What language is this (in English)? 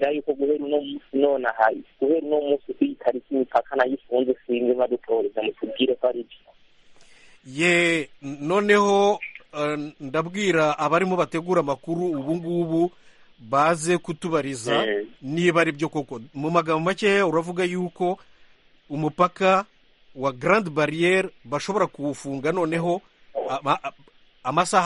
Kinyarwanda